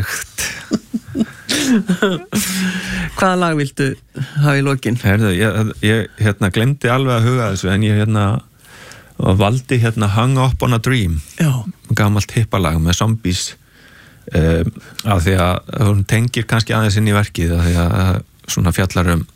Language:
Icelandic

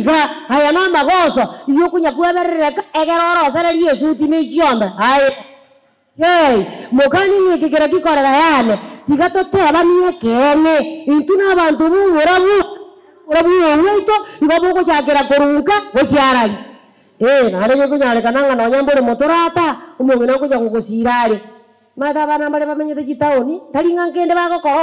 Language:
Gusii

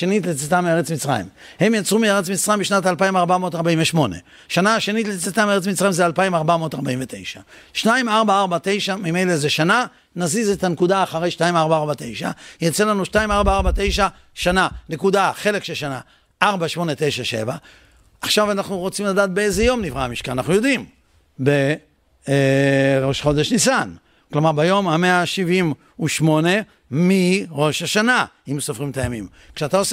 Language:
Hebrew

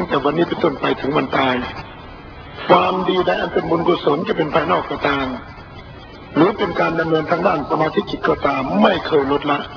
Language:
Thai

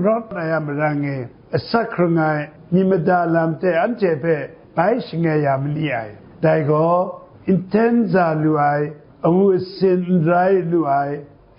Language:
Kachin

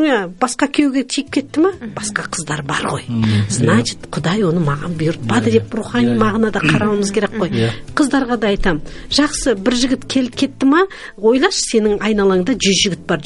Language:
Kazakh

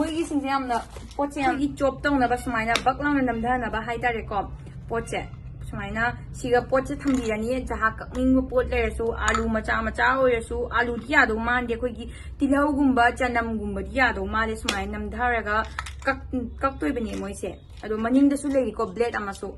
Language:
Manipuri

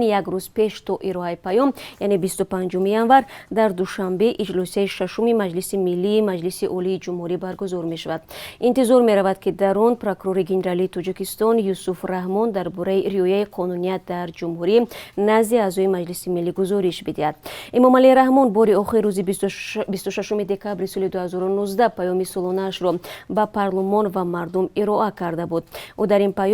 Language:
Tajik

